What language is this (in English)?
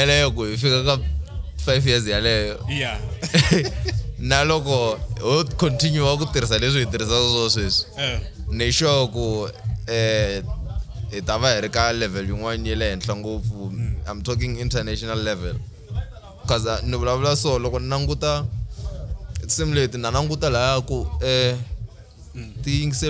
Tsonga